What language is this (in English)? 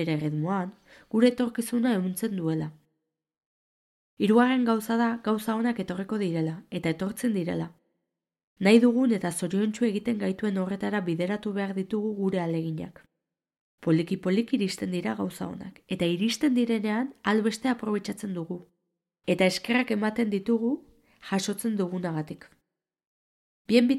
Basque